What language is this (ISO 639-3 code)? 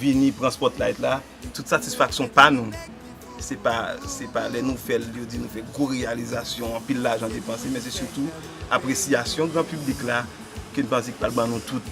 hat